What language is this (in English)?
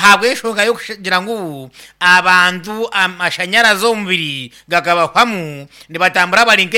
Nyankole